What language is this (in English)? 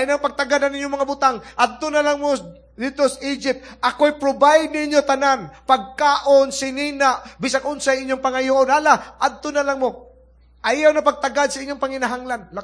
Cebuano